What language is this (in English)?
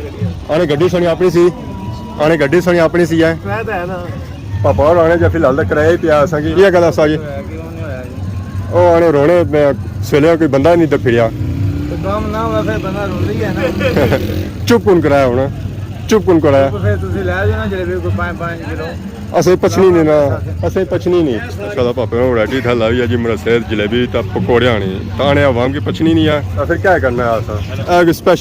Pahari-Potwari